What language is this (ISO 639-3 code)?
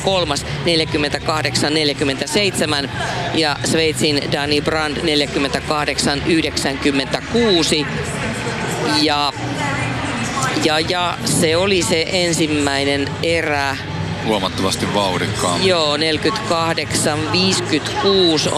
fin